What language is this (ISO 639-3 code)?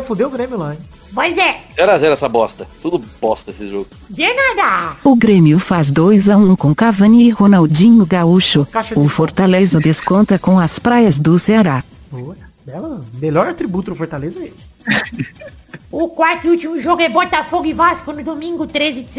por